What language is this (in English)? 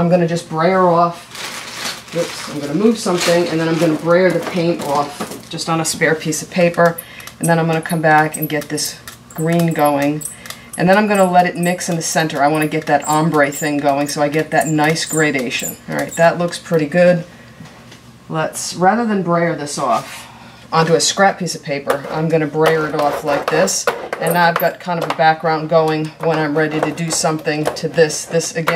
English